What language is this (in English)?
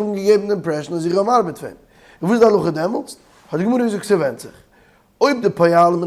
Yiddish